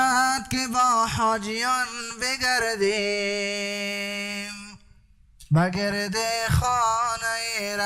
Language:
Persian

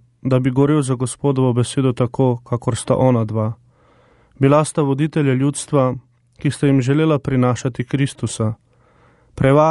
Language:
Slovenian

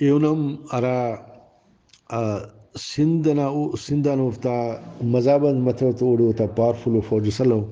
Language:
Brahui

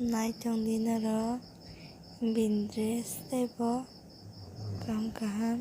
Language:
Kok Borok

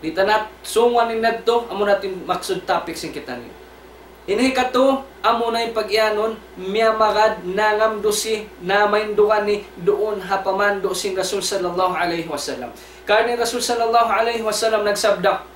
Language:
Tausug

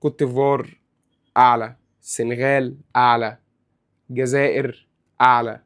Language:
Egyptian Arabic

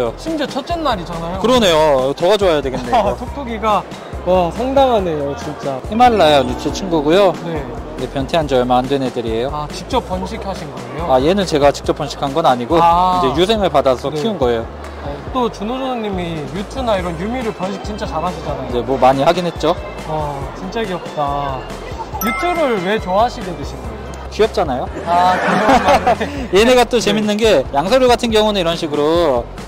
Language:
Korean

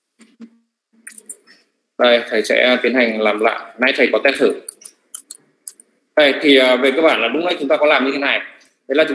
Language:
Vietnamese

